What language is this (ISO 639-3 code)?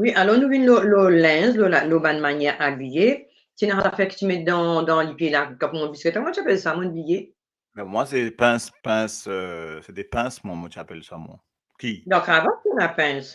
mfe